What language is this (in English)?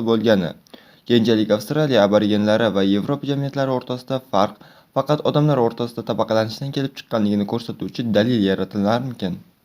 Uzbek